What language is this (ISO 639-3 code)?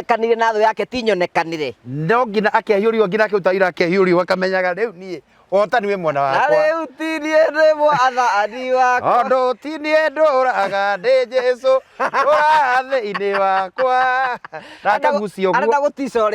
kik